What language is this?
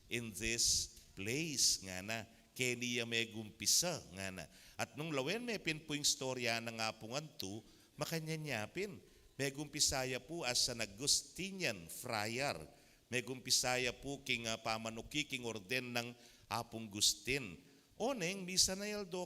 Pampanga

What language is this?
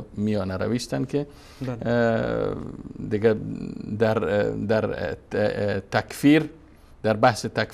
Persian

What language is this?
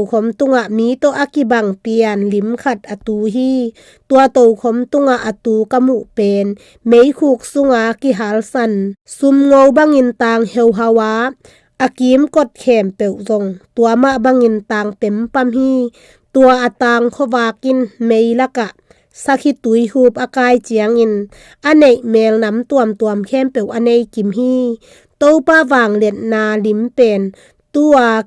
Tedim Chin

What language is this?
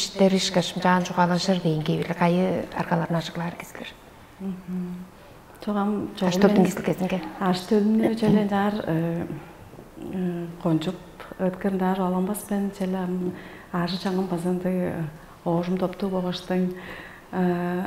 Tuvinian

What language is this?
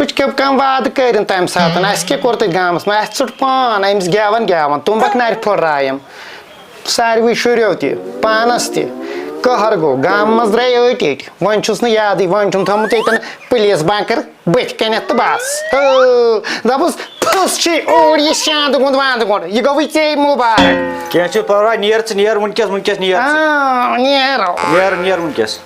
Kashmiri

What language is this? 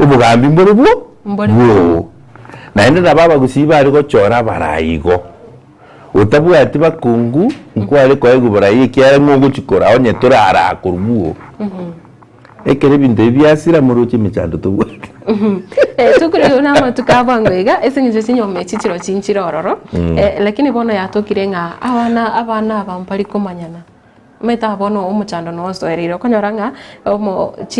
Gusii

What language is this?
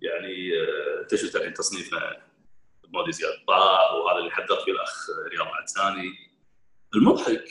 Gulf Arabic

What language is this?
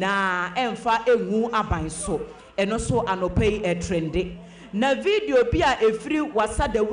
Akan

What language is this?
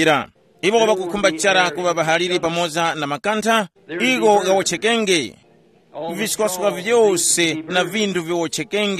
Tumbuka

